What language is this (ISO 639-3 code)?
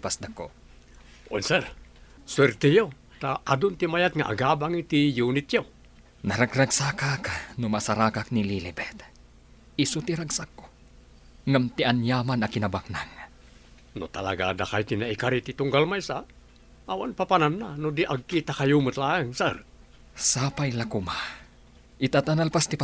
ilo